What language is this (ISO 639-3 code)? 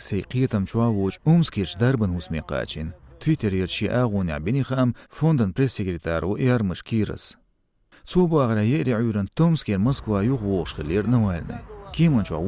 che